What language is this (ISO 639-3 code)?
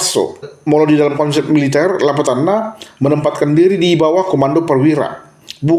bbc